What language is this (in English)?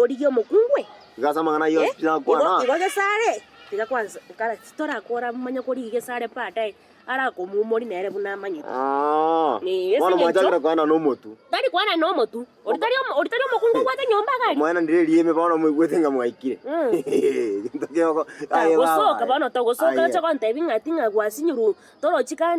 Gusii